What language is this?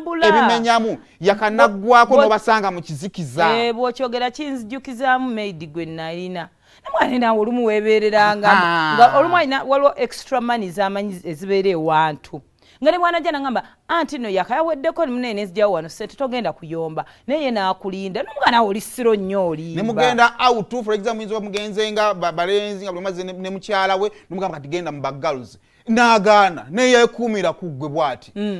Ganda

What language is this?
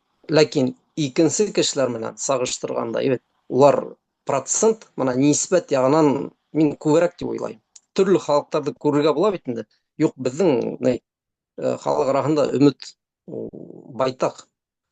Bashkir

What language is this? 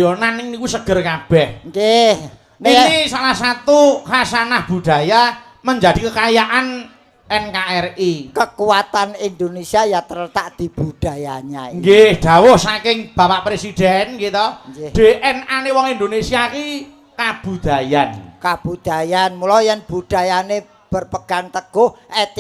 Javanese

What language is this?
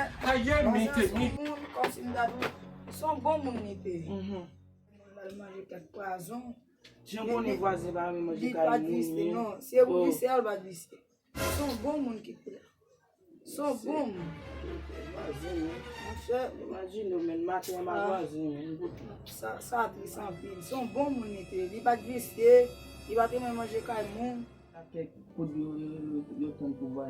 Haitian Creole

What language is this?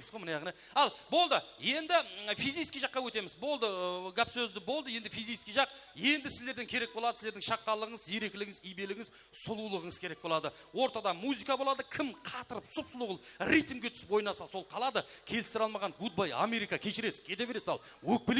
Kara-Kalpak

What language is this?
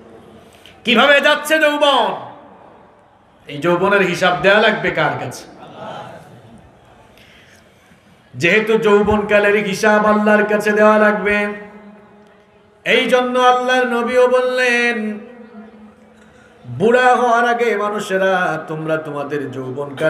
Bangla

